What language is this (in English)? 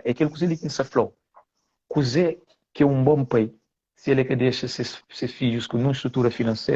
Kabuverdianu